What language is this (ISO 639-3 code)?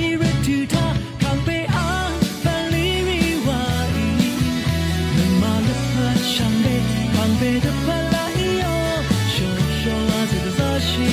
lhu